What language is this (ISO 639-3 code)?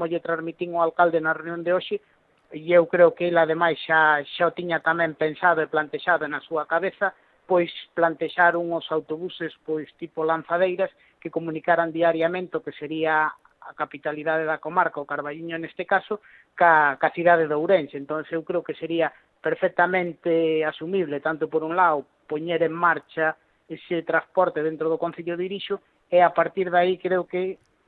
glg